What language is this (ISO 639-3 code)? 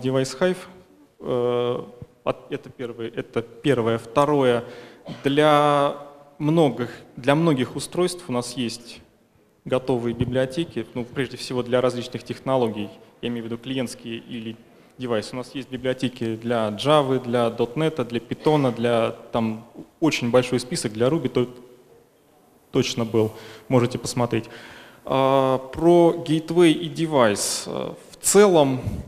rus